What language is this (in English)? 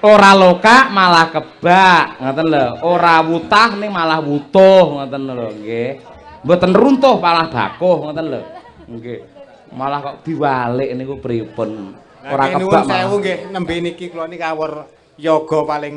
Javanese